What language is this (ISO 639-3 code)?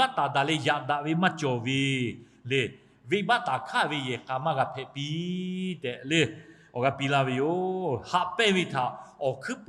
lhu